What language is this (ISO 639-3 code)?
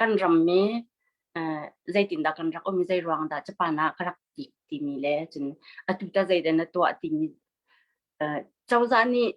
cnh